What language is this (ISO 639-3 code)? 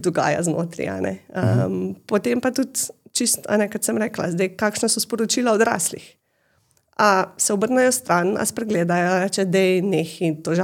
slv